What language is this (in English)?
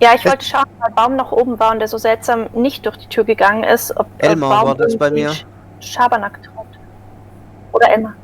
Swiss German